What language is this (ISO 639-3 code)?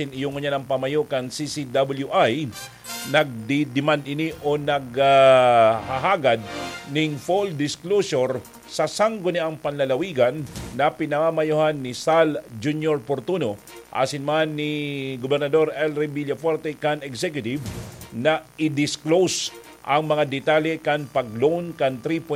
bik